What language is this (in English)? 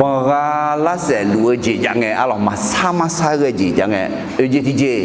Akha